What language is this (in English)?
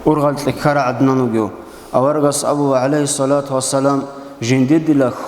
Avaric